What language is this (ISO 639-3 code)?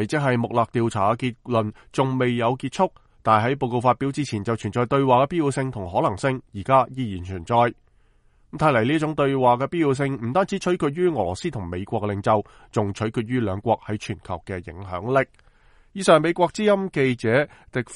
yue